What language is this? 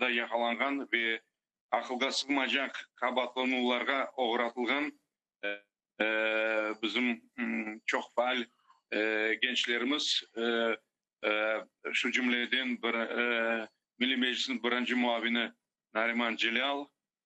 Crimean Tatar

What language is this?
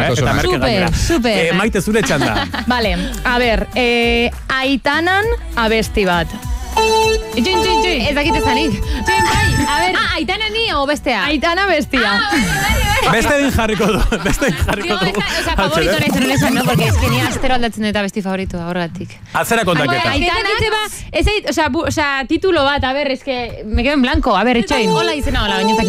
Basque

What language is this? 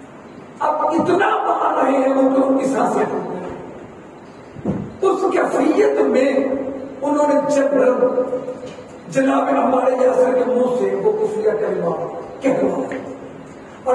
Urdu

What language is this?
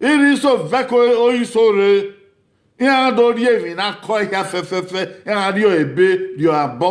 Bini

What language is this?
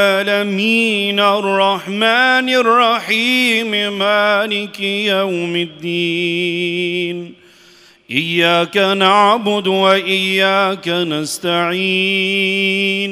Arabic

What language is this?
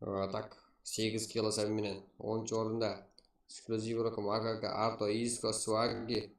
Kara-Kalpak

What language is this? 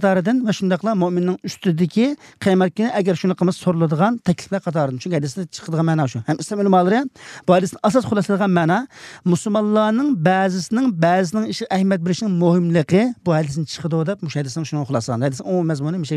Uyghur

